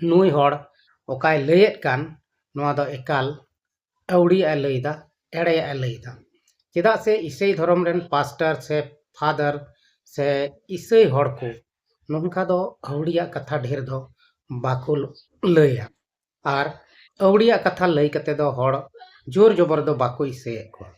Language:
Santali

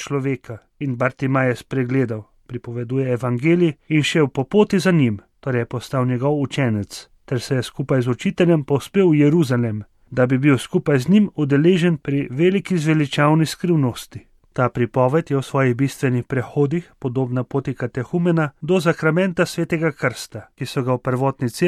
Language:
Slovenian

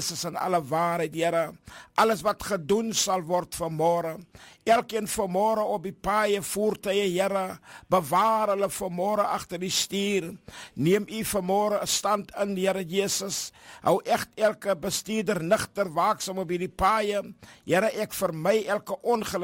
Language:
Afrikaans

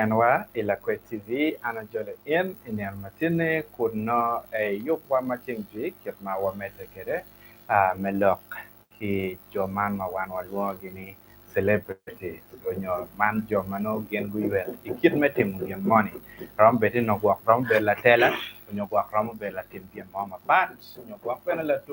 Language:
Acoli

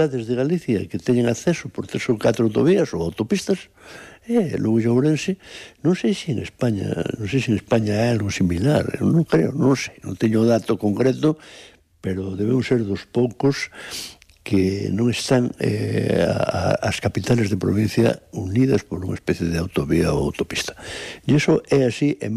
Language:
Galician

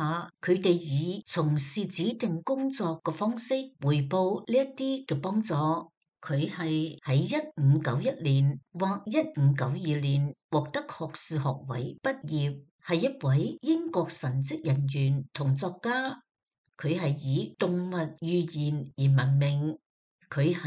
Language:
Cantonese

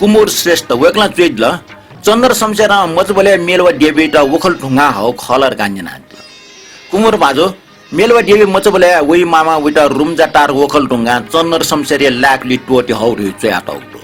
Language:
Newari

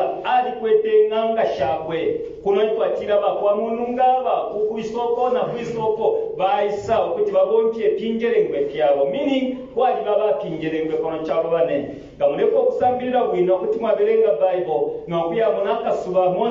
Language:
Bemba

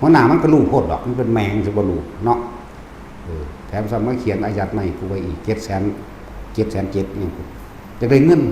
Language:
Northeastern Thai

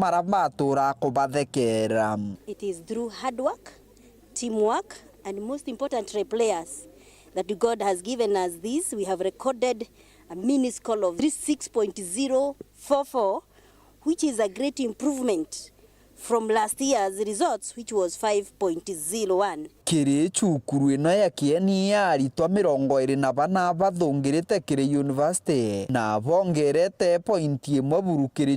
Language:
Meru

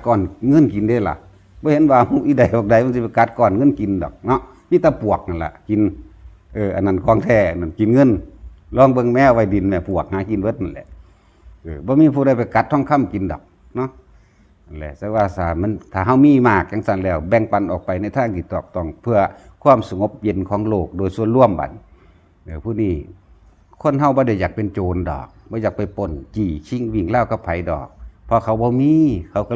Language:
Northeastern Thai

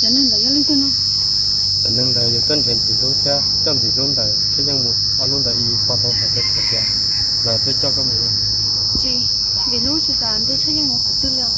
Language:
Hmong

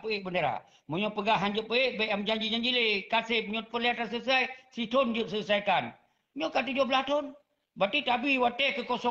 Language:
Achinese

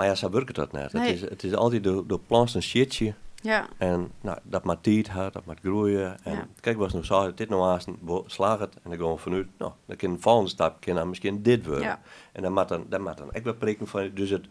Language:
Western Frisian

